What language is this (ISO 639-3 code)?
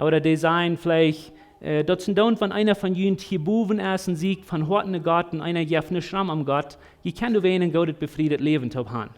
pdt